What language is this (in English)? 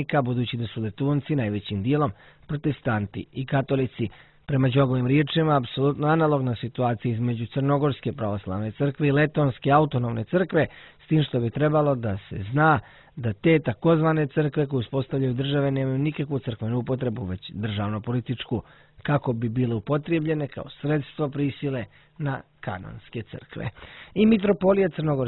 Serbian